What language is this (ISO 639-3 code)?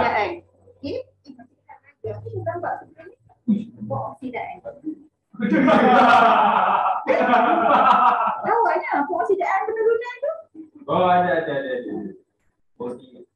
msa